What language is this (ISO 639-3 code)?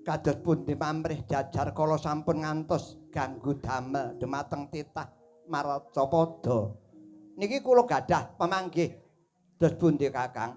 jav